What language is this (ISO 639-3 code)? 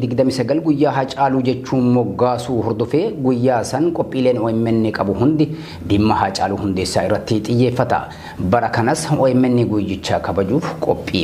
orm